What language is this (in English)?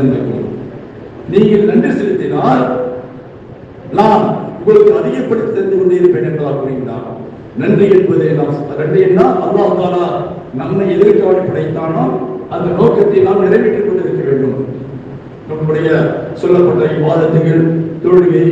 Tamil